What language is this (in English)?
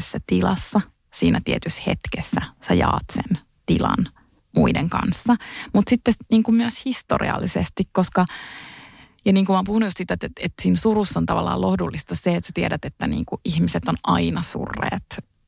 Finnish